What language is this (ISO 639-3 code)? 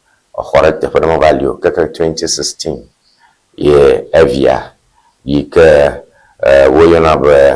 ewe